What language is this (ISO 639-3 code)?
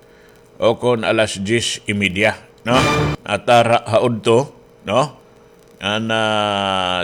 war